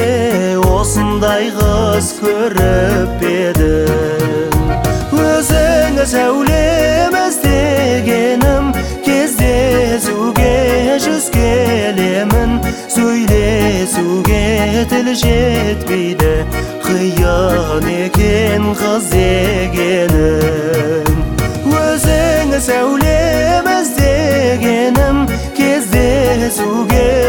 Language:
Kazakh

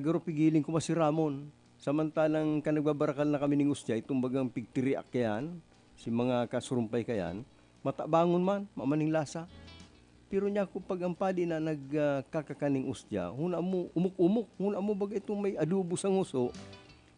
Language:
Bikol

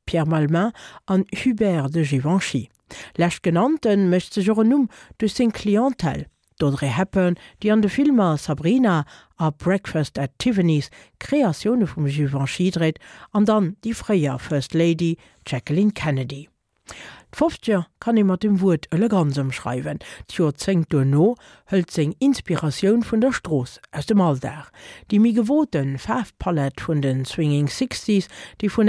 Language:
Luxembourgish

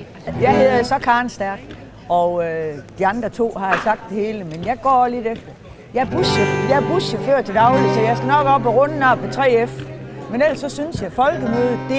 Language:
Danish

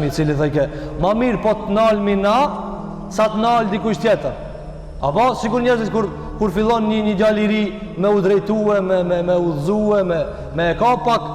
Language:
Albanian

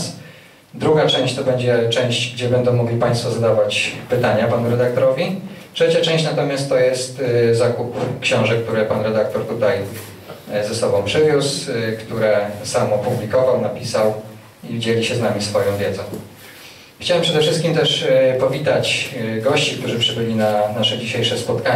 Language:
Polish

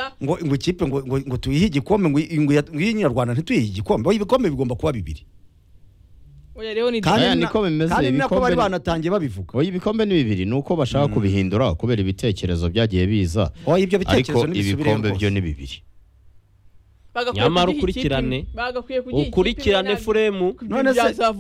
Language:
Kinyarwanda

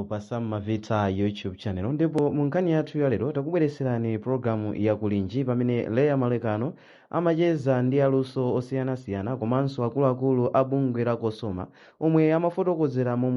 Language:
Nyanja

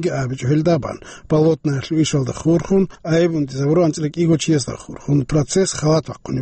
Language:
Avaric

